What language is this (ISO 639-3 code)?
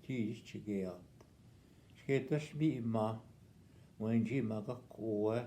ojb